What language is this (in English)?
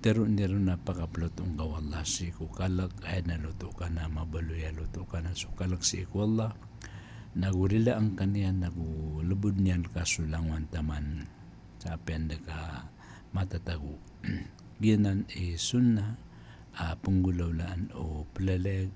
Maranao